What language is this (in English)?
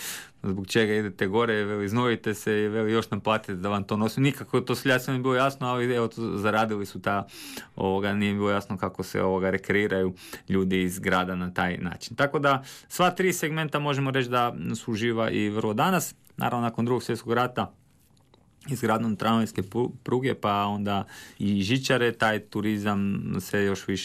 Croatian